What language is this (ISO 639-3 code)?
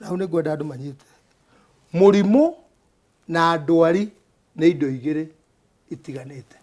kik